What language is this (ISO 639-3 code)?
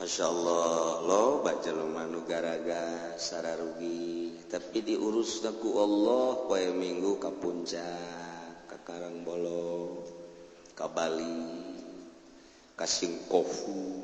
sun